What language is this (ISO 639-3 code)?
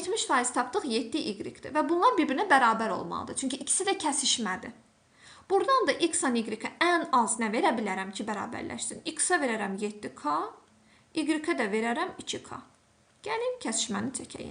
aze